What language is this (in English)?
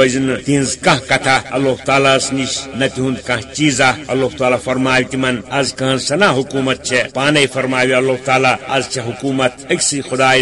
Kashmiri